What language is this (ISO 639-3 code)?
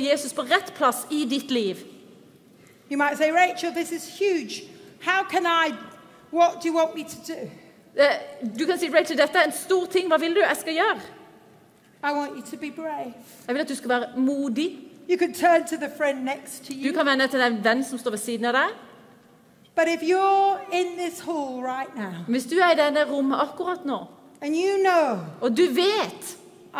nor